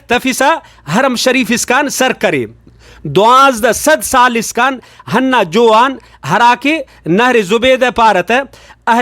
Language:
Brahui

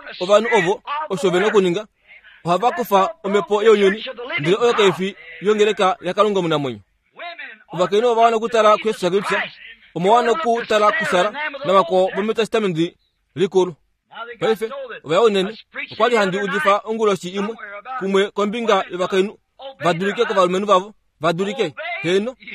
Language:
Kuanyama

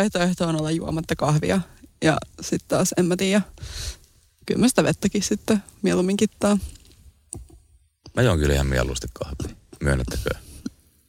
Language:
Finnish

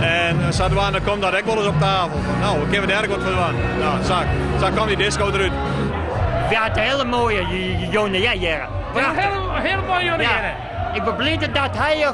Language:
Western Frisian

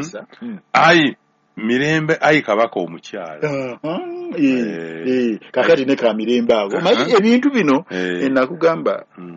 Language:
Ganda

